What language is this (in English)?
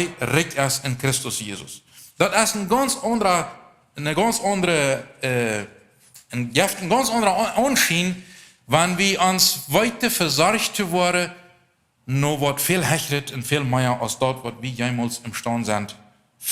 Plautdietsch